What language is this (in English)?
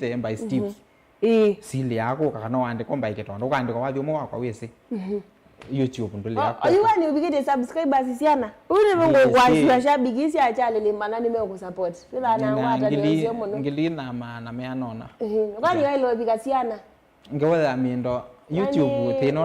Kamba